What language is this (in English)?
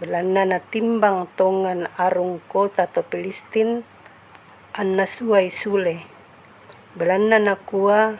Toraja-Sa'dan